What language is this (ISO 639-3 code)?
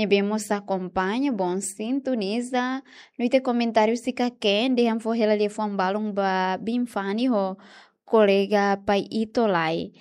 tet